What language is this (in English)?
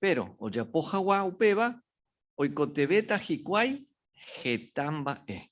Guarani